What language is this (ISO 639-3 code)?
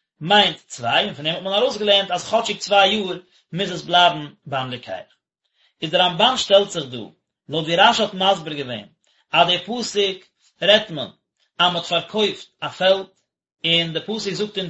yid